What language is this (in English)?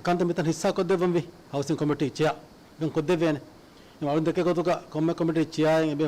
Divehi